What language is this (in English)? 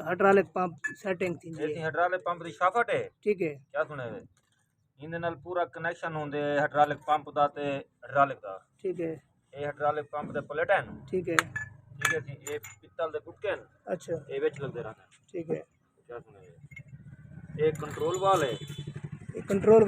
Saraiki